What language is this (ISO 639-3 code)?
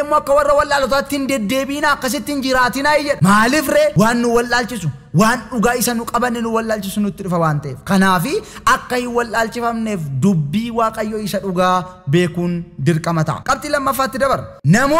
orm